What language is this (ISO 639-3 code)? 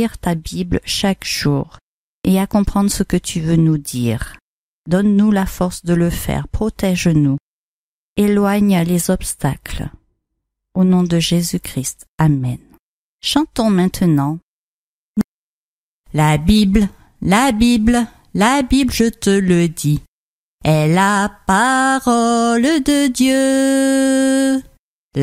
fra